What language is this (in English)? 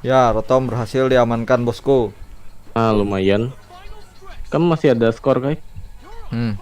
Banjar